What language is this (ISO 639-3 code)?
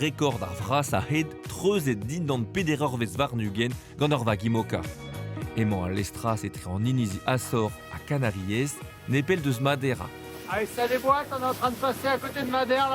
bre